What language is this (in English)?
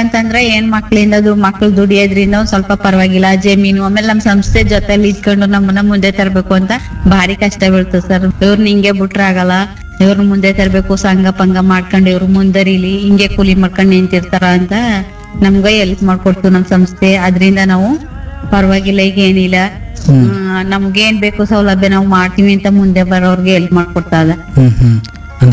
Kannada